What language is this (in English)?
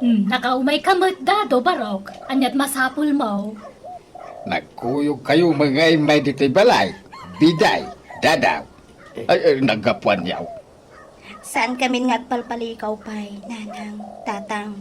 Iloko